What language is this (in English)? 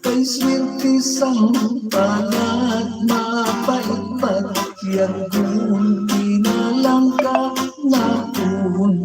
Hiligaynon